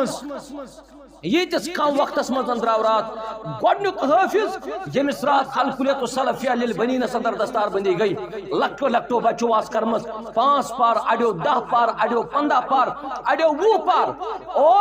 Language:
Kashmiri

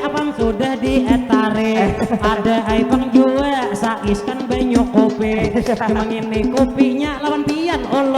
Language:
Banjar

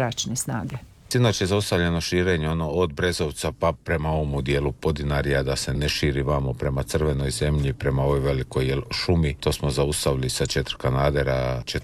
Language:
Croatian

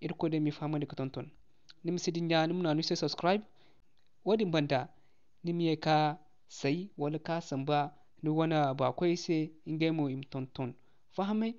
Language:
Zarma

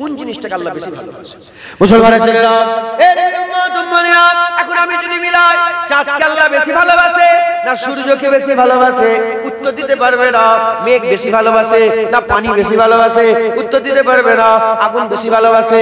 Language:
Bangla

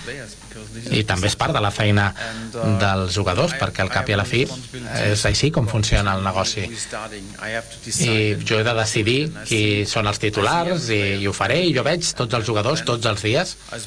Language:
Catalan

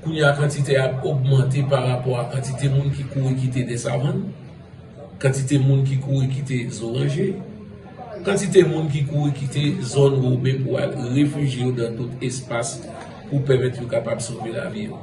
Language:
Haitian Creole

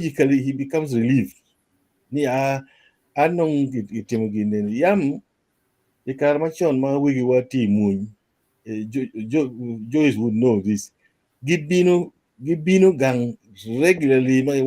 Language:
Acoli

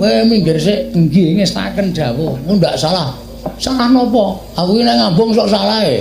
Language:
Javanese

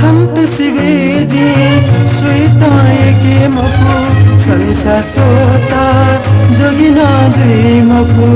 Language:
Newari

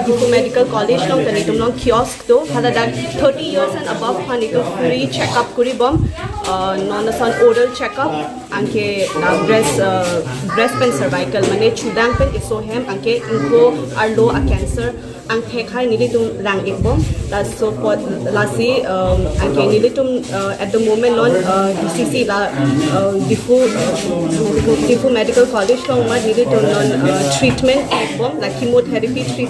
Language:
Karbi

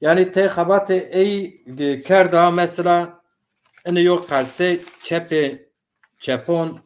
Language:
Zaza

